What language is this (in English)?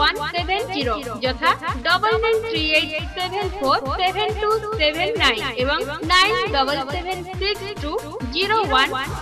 Odia